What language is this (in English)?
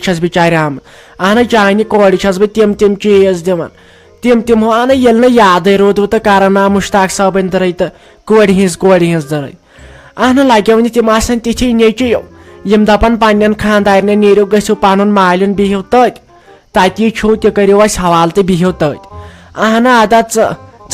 Kashmiri